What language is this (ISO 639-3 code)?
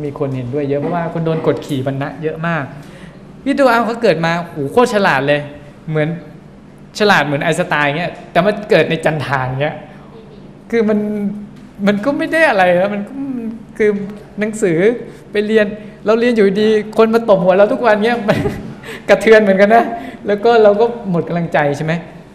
tha